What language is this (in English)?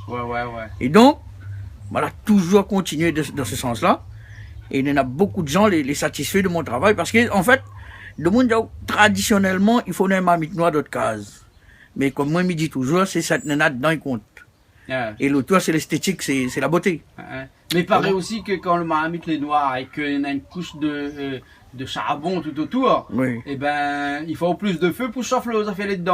Réunion Creole French